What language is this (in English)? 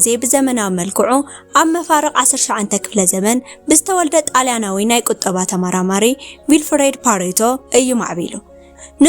Tigrinya